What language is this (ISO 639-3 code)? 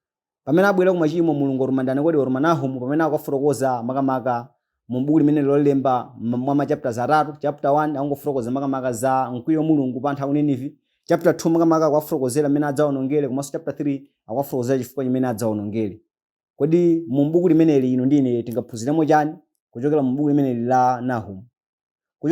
nya